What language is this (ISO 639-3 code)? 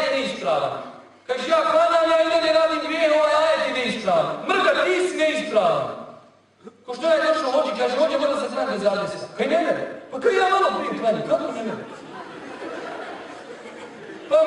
bos